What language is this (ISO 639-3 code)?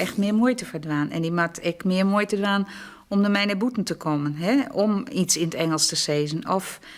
fry